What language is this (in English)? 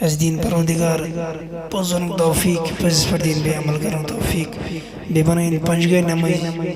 Kashmiri